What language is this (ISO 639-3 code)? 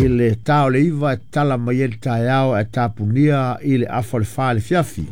smo